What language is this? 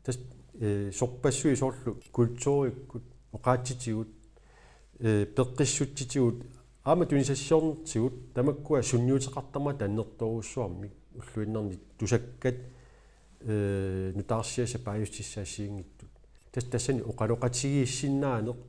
Kalaallisut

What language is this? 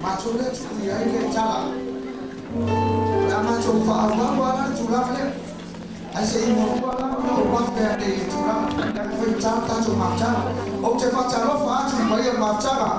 Samoan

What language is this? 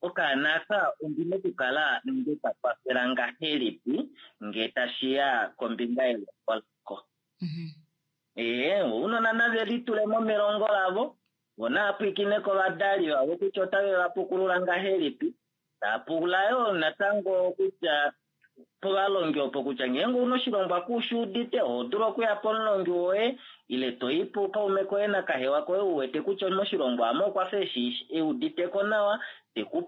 Kuanyama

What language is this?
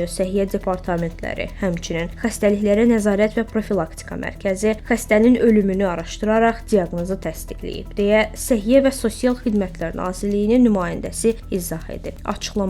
Azerbaijani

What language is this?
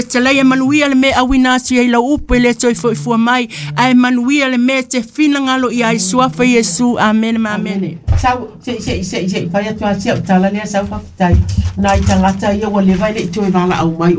Samoan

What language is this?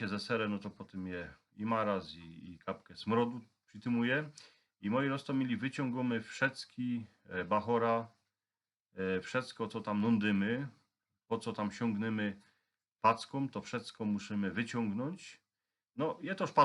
Silesian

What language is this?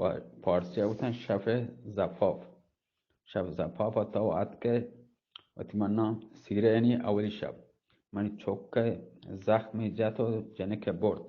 Eastern Balochi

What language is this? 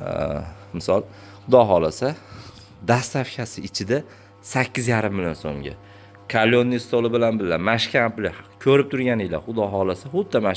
Uzbek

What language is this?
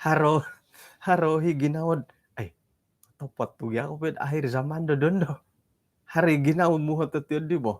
Central Dusun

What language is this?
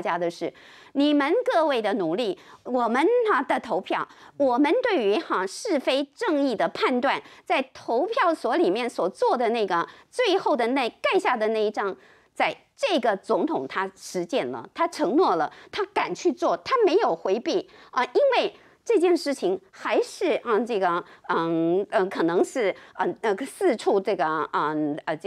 Chinese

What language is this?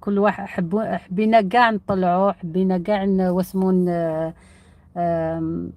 Algerian Arabic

